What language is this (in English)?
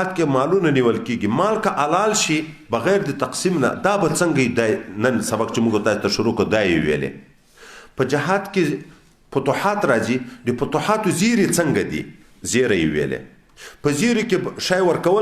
Pashto